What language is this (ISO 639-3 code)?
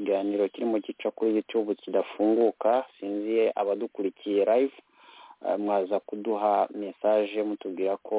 kin